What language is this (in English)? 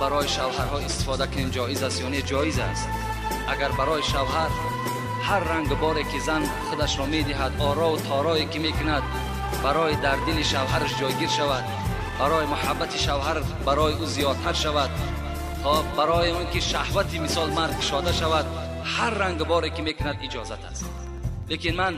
Tajik